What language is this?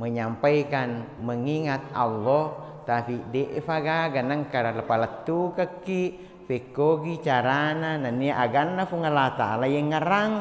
Buginese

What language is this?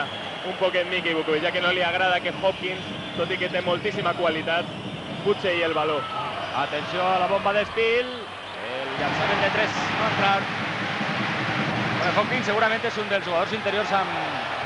Catalan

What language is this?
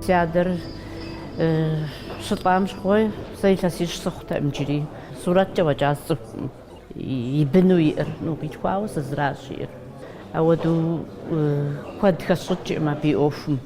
Kabardian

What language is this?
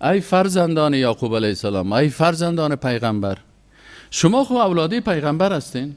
Persian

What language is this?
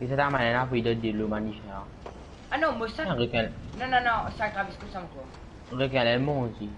Morisyen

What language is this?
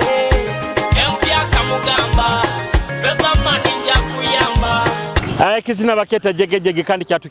Nyoro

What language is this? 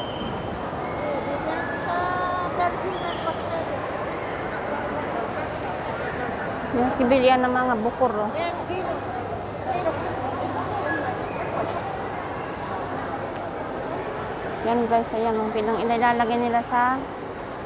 Filipino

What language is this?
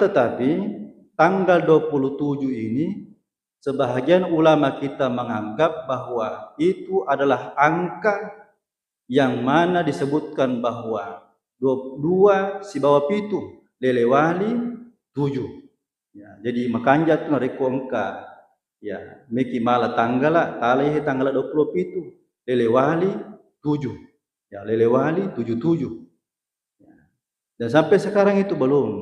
Buginese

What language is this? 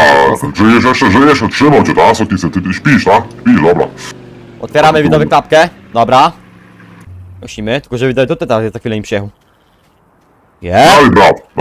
Polish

